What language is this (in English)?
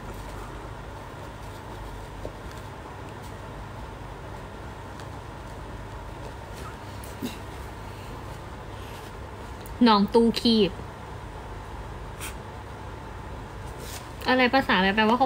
Thai